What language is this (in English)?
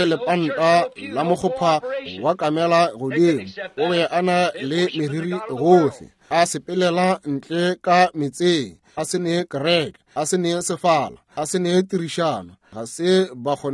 Northern Sotho